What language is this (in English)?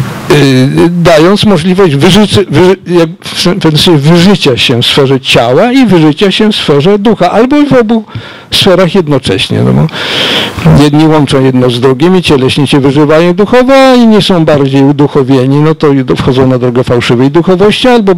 Polish